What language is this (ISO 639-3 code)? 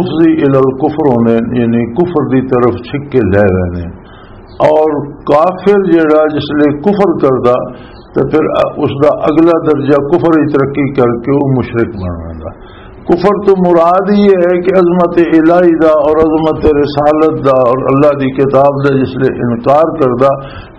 lah